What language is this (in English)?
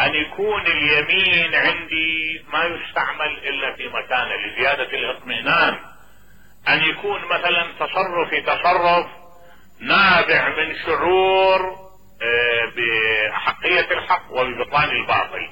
Mesopotamian Arabic